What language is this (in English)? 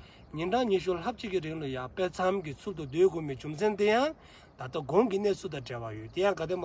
Dzongkha